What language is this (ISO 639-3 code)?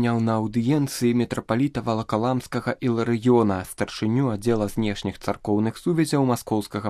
bel